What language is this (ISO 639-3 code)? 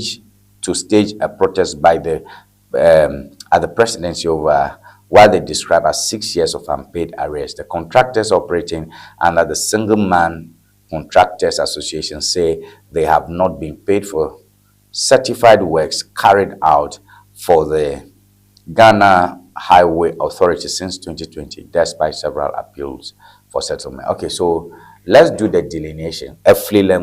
ewe